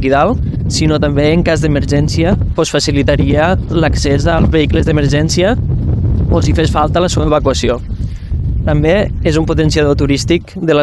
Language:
Catalan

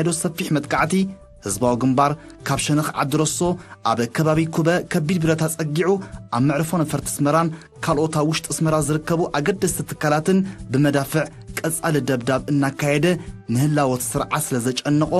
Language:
Tigrinya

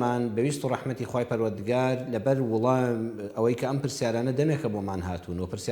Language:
Central Kurdish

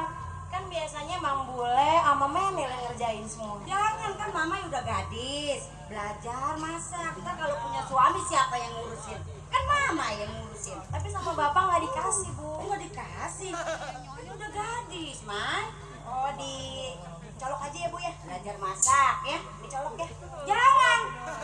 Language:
Betawi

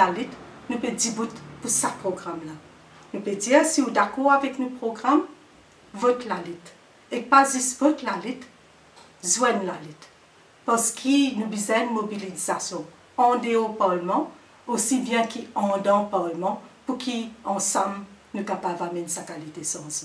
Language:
Morisyen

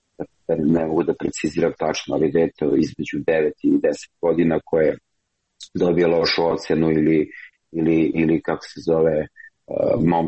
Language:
Serbian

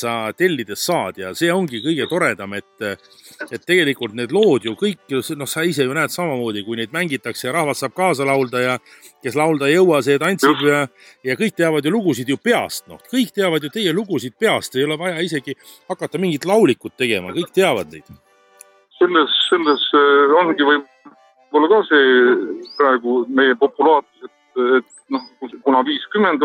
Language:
Estonian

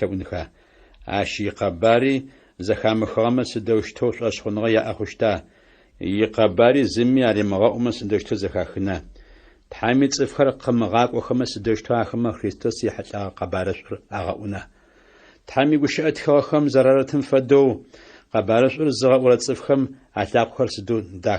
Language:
Adyghe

